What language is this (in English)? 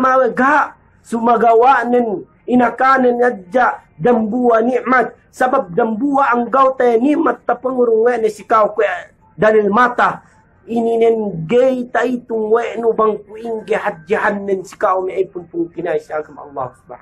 Yakan